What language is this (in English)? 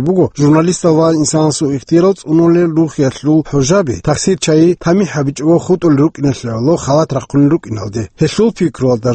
Avaric